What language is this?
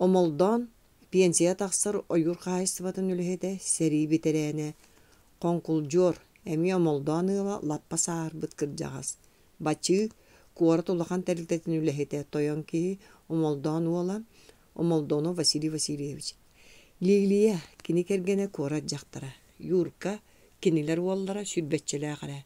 Yakut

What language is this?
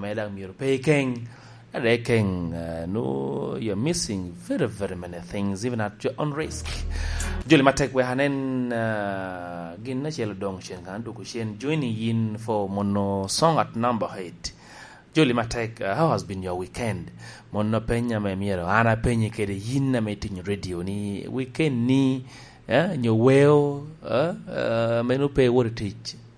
Lango (Uganda)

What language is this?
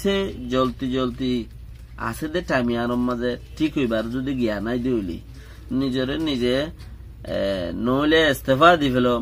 Rohingya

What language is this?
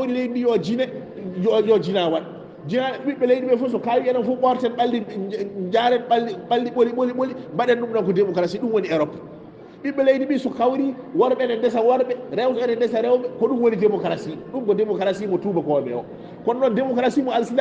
Fula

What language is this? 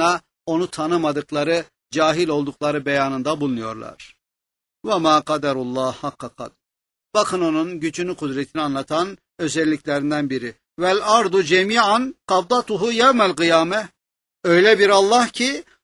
Turkish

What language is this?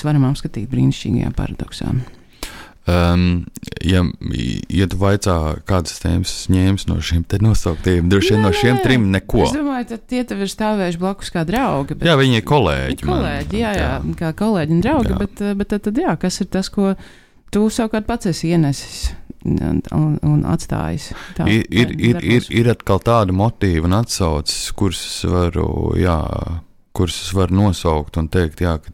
Latvian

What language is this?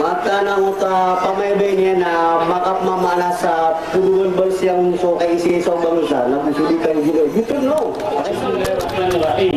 Maranao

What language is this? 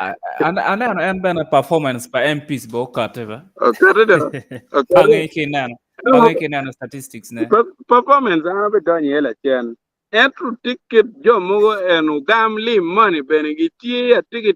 Acoli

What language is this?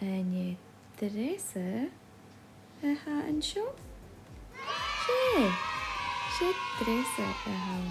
Scottish Gaelic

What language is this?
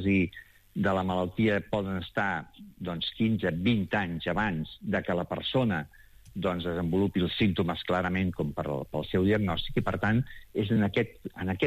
Catalan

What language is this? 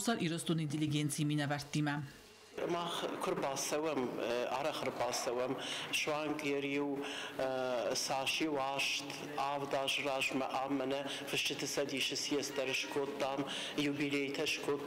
Ossetic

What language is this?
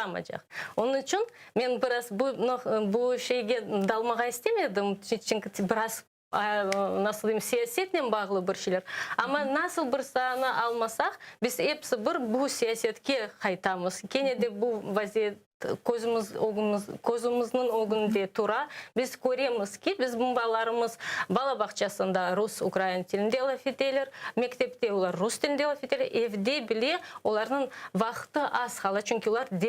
Crimean Tatar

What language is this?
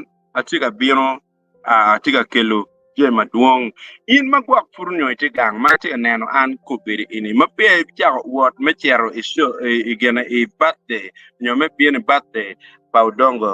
Acoli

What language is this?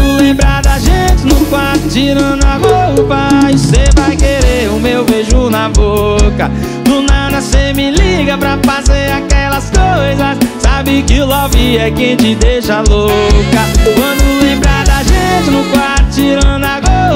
Portuguese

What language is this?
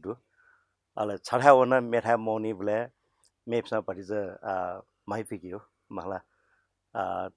Newari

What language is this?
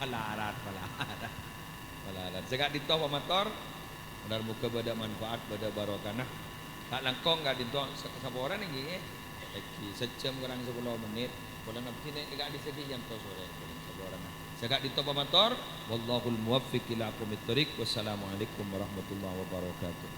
Madurese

